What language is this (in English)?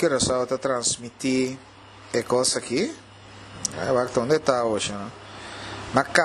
Papiamento